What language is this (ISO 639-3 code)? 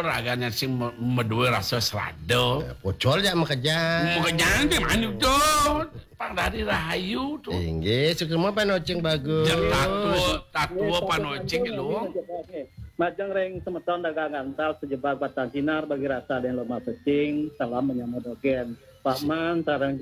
ban